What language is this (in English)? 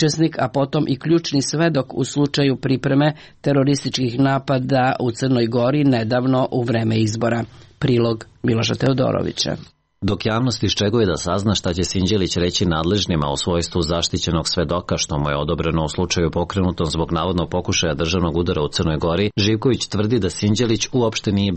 Serbian